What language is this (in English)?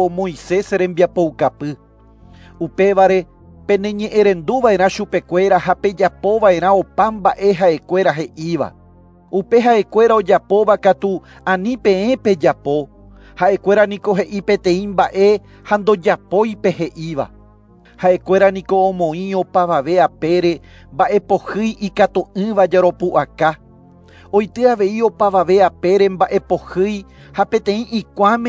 Guarani